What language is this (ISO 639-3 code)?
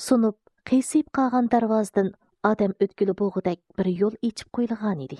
uig